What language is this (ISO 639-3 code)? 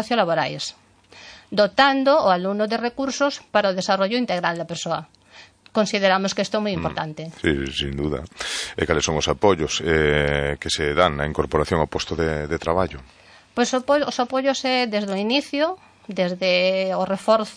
glg